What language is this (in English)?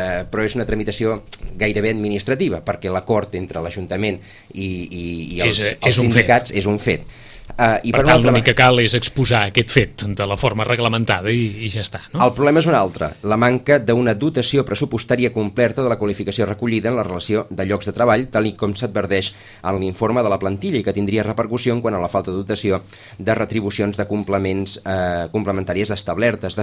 Catalan